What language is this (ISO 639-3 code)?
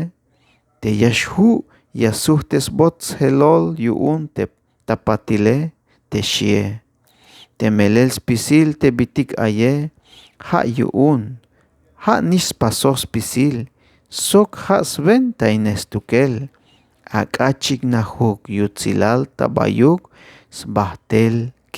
tzh